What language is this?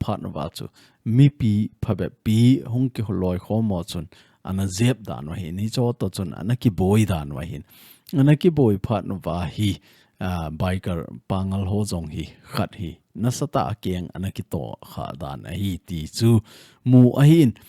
Thado Chin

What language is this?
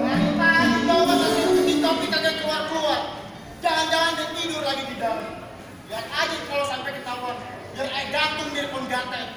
Betawi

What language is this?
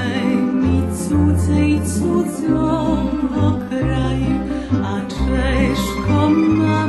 Rusyn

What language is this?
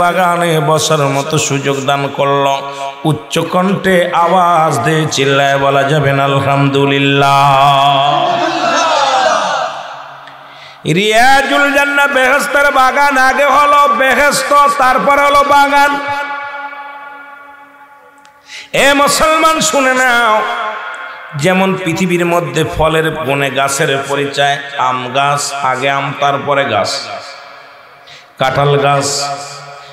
Bangla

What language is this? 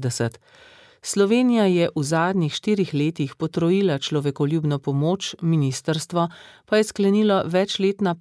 Slovenian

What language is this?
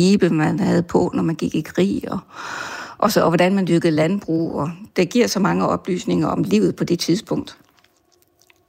Danish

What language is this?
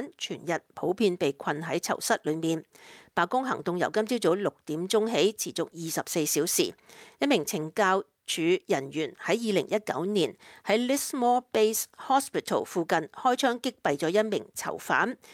Cantonese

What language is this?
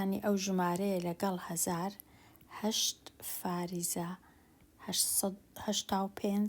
Central Kurdish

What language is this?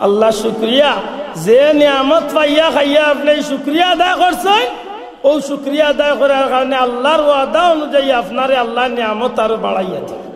Sylheti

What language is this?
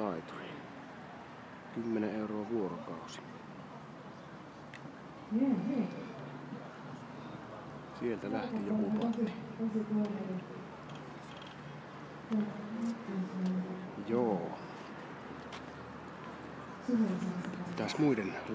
Finnish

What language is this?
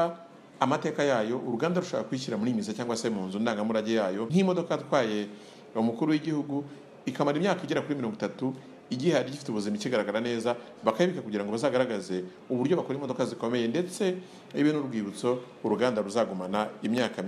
Kinyarwanda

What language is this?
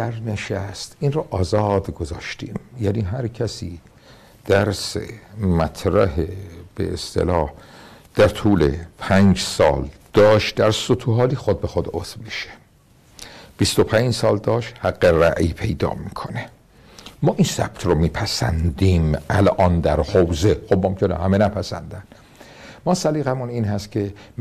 Persian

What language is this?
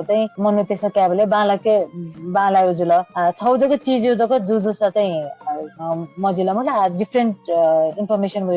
Newari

